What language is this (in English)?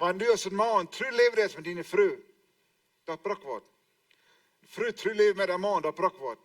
Plautdietsch